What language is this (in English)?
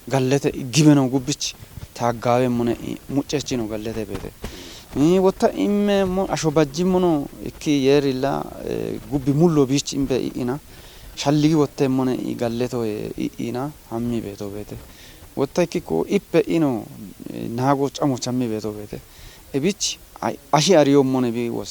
Kafa